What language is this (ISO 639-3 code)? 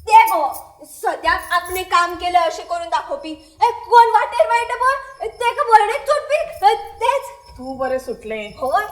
kok